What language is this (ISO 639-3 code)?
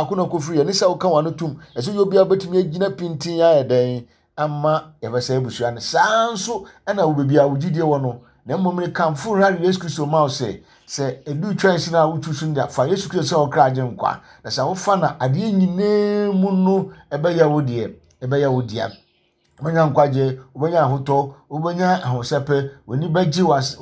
aka